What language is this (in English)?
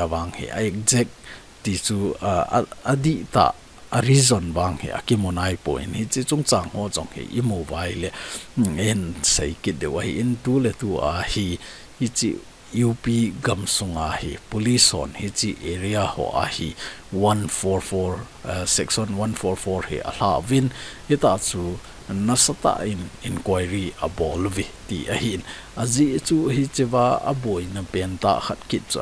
Thado Chin